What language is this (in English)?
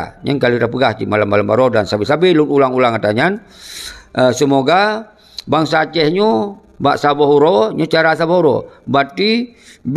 Achinese